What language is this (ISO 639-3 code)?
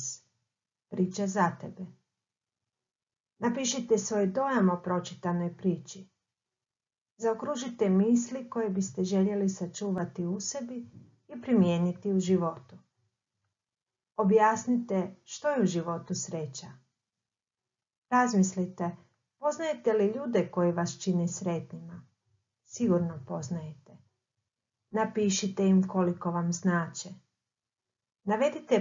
hrv